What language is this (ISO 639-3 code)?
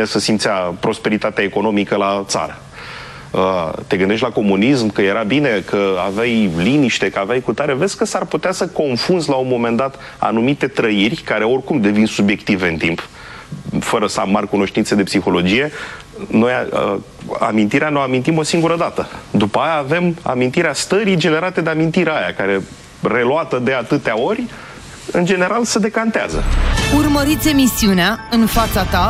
ron